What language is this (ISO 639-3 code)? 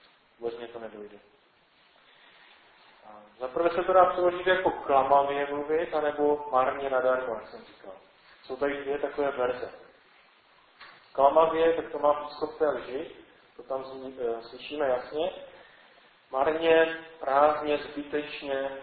ces